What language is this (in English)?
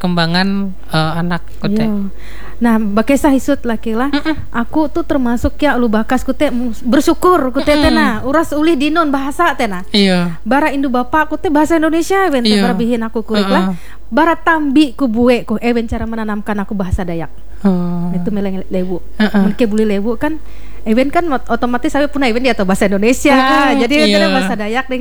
Indonesian